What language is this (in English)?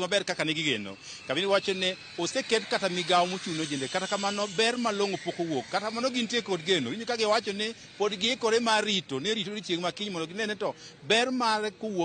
Luo (Kenya and Tanzania)